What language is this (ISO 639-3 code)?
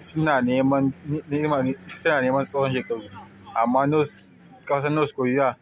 hau